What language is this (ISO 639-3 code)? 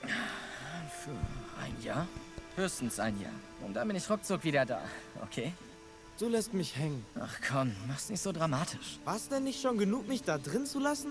gsw